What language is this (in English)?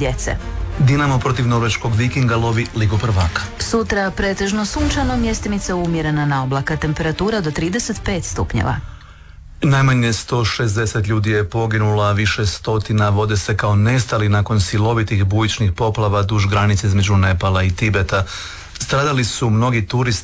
Croatian